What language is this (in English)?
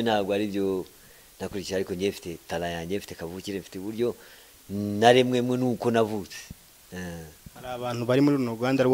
Kinyarwanda